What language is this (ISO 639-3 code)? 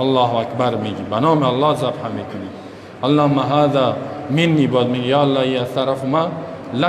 fas